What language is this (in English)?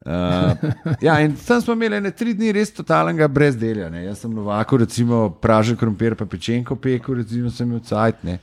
Slovenian